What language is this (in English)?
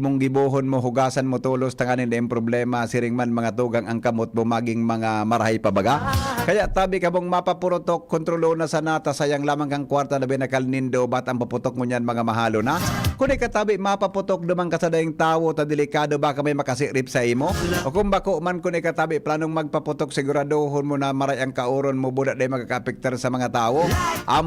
Bikol